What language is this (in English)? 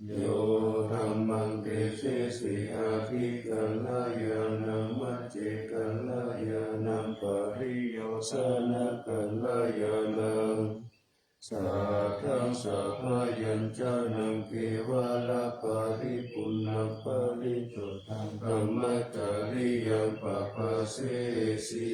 Pali